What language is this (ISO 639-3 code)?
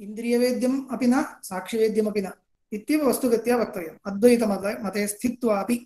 san